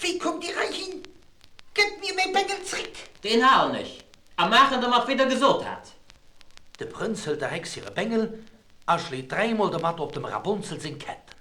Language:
Luxembourgish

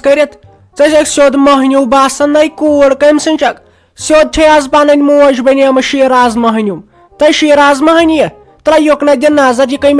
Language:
Kashmiri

